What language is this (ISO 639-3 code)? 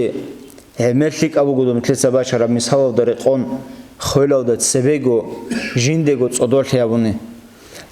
ava